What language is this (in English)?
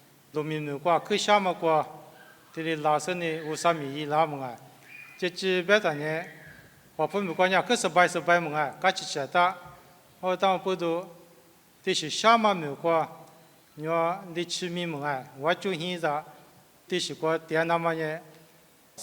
Lisu